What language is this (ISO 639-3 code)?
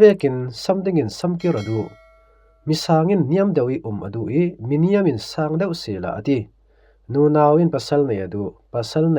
cfm